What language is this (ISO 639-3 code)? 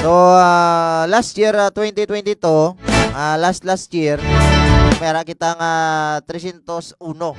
hil